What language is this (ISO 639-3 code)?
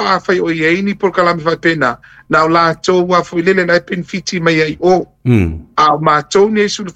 smo